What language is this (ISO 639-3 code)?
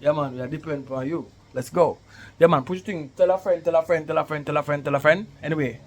jam